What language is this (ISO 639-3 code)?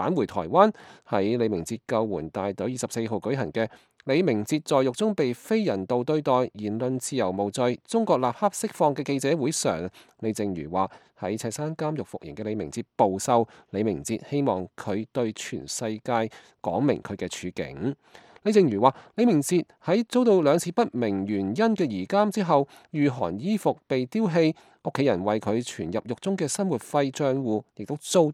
yue